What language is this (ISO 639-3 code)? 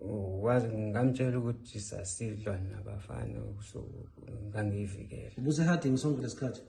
zul